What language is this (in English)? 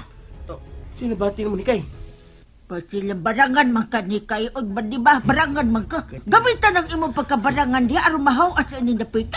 Cebuano